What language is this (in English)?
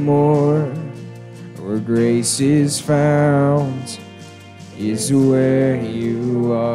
English